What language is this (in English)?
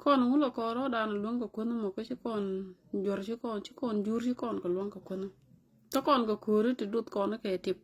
Nuer